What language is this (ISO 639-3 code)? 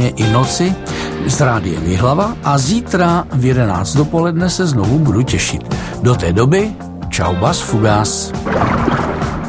ces